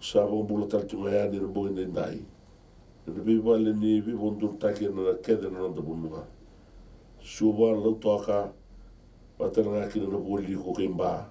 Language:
Fijian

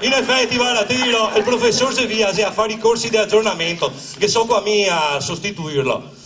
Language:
Venetian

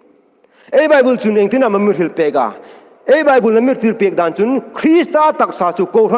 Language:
Hmar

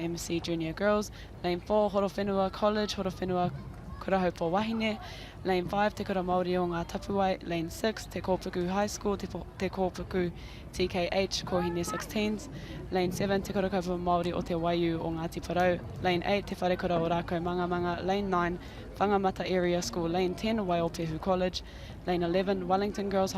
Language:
Māori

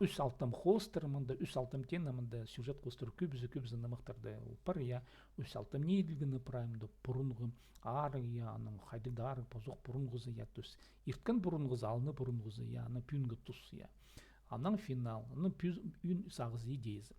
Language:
Khakas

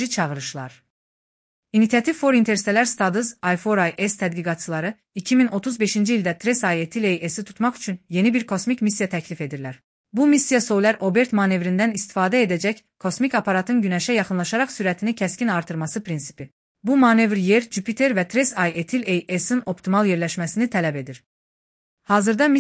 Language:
Azerbaijani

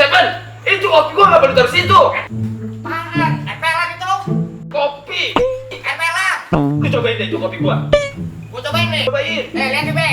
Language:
Betawi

